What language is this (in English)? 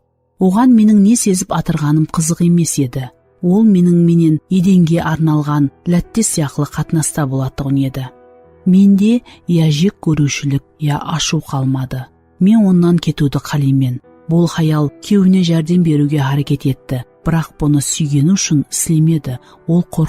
Kara-Kalpak